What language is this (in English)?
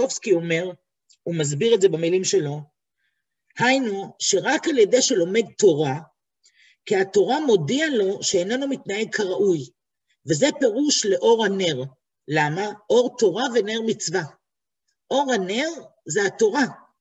Hebrew